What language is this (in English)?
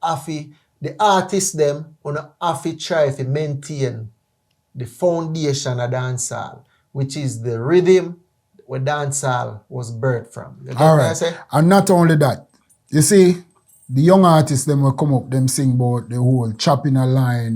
Jamaican Creole English